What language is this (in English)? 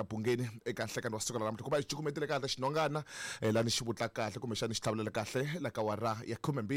Tsonga